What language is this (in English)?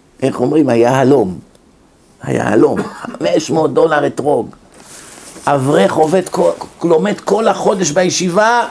Hebrew